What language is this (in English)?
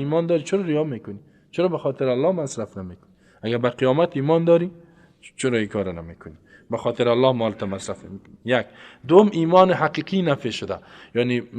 Persian